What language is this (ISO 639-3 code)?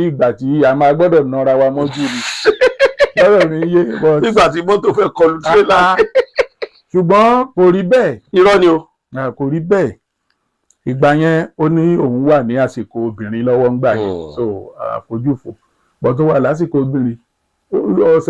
yor